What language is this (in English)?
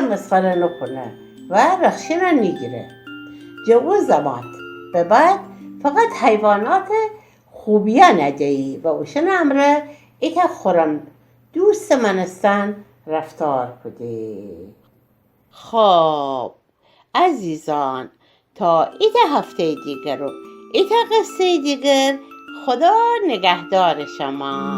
Gilaki